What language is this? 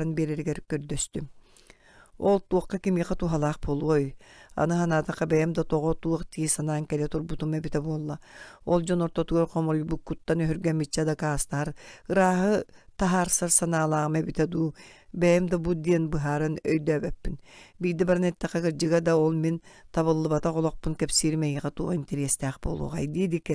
Yakut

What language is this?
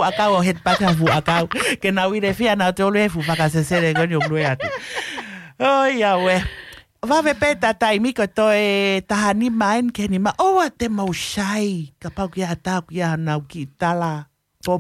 Tongan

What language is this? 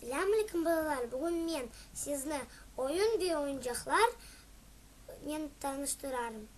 Crimean Tatar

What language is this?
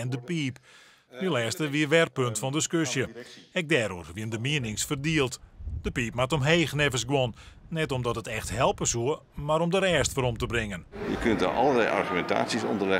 Western Frisian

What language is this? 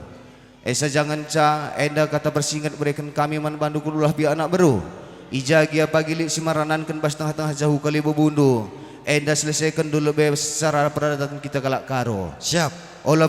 Batak Karo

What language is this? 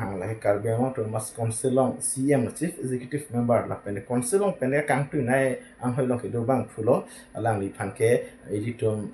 Karbi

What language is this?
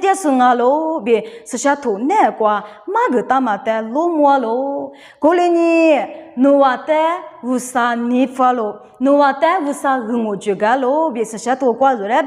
Lisu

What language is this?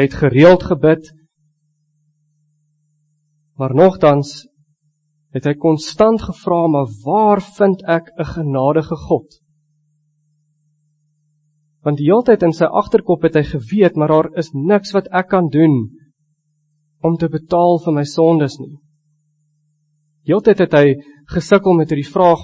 Afrikaans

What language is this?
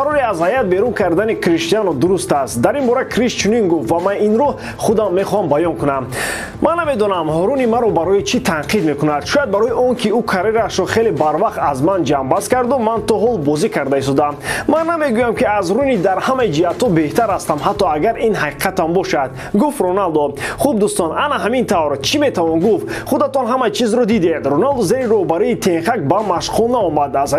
Tajik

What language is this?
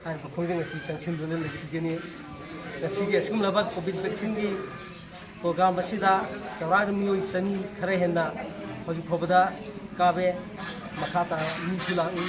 Manipuri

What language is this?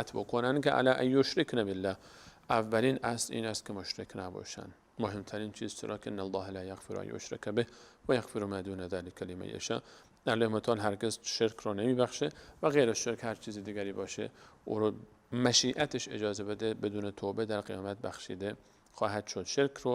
Persian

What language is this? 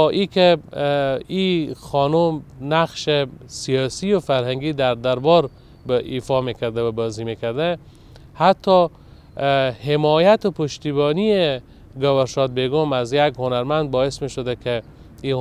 Persian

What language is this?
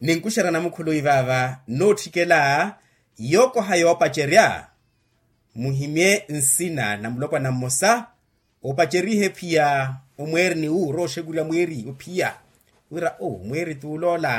Makhuwa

